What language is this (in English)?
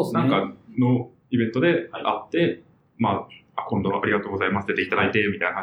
Japanese